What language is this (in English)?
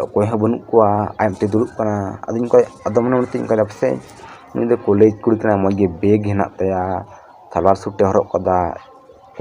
Santali